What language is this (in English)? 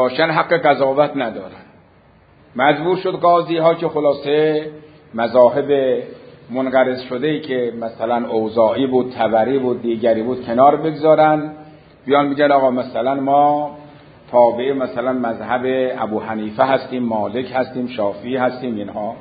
Persian